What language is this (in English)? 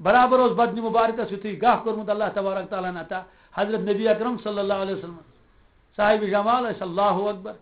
Kashmiri